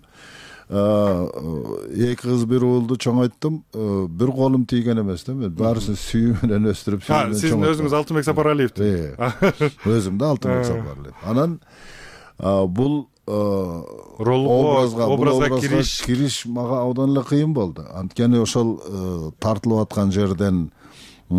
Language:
Kyrgyz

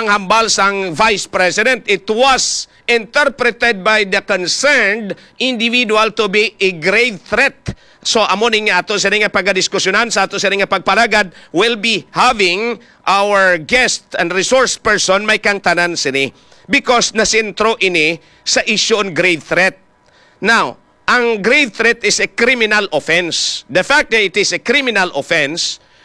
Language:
Hiligaynon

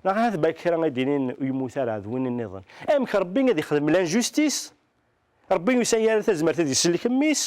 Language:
Kabyle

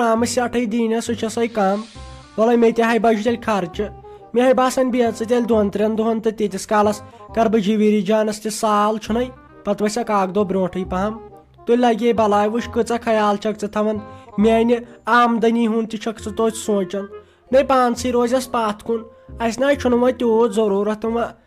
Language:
Kashmiri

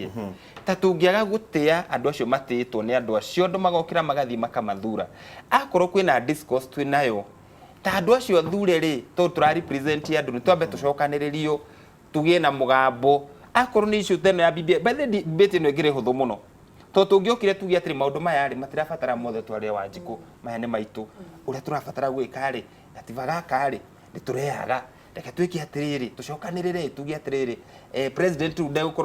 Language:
Kikuyu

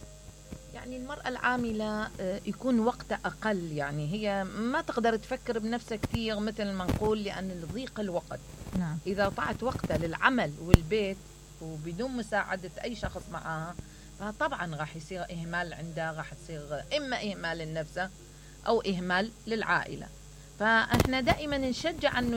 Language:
Mesopotamian Arabic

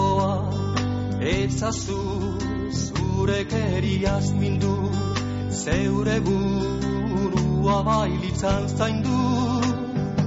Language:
Basque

